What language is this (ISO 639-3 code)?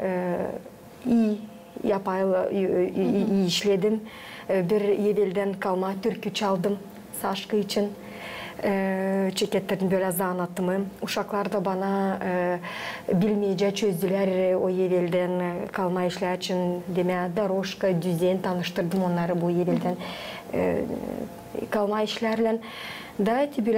gag